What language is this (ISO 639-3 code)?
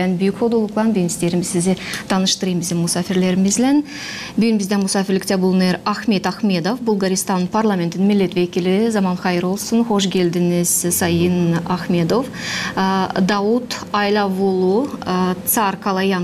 gag